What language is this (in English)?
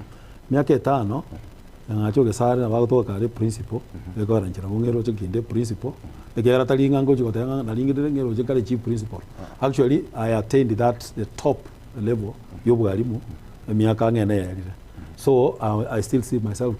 Gusii